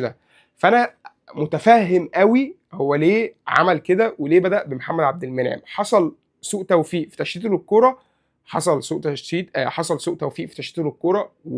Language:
Egyptian Arabic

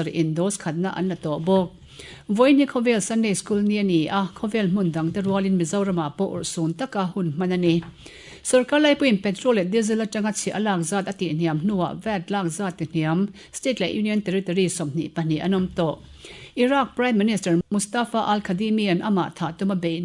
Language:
Mizo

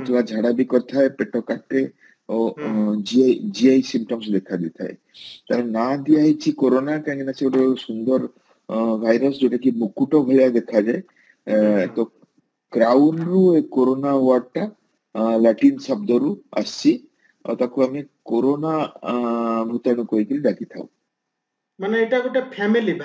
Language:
Odia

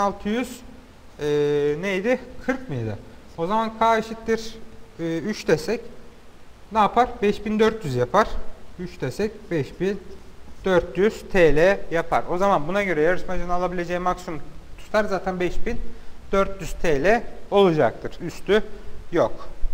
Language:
Turkish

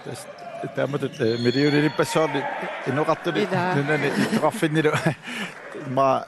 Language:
Kalaallisut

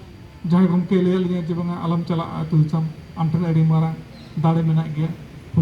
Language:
Santali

